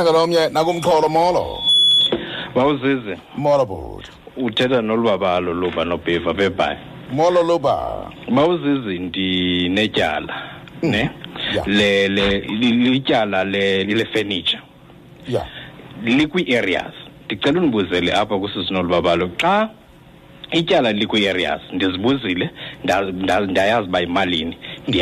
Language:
Xhosa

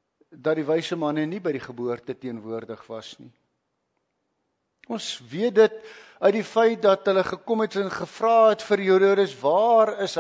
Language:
Afrikaans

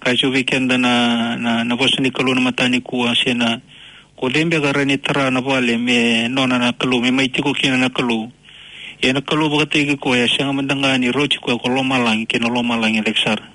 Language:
Fijian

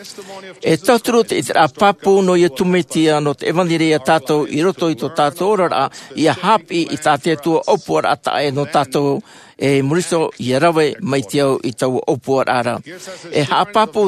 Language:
Tahitian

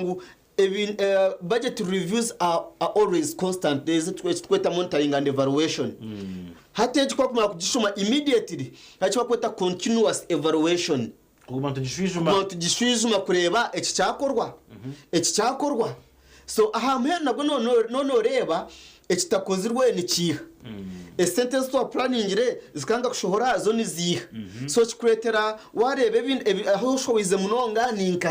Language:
Nyankole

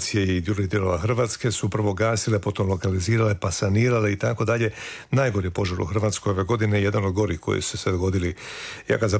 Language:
Croatian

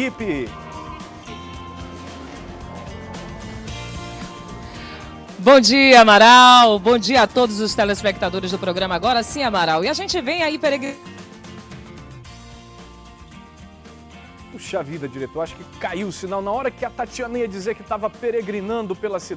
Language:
Portuguese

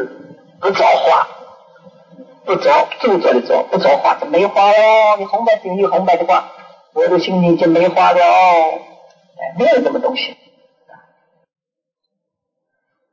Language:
Chinese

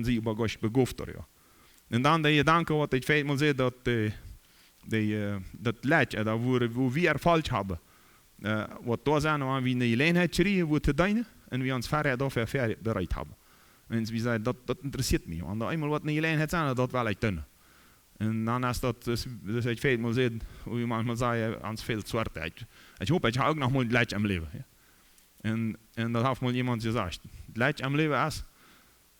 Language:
Plautdietsch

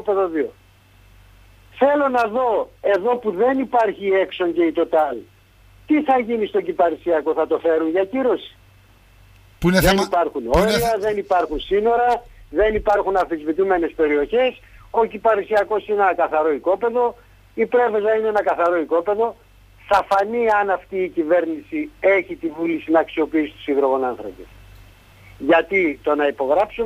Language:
Greek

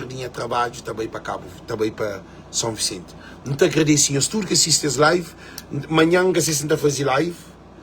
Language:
Kabuverdianu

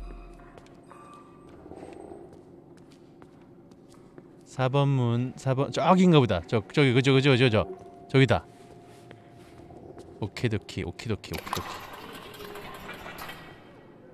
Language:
Korean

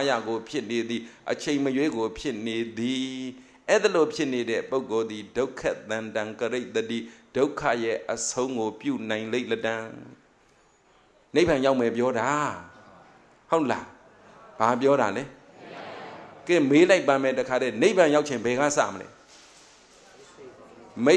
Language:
Burmese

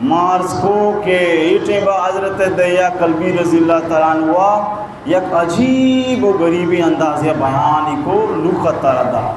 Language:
Baluchi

